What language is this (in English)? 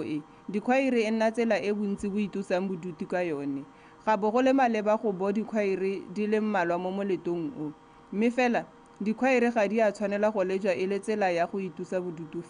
Tswana